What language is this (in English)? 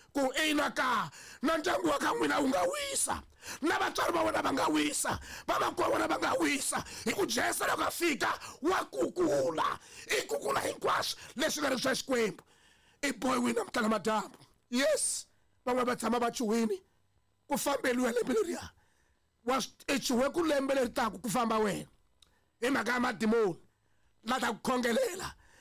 Tsonga